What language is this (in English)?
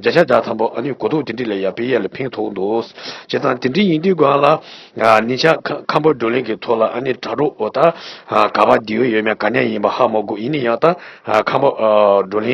Tibetan